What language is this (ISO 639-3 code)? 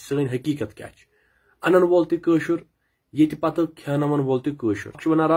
kas